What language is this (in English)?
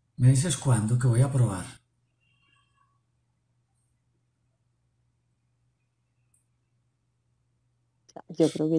Spanish